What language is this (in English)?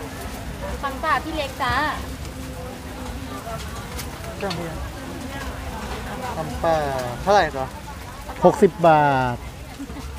Thai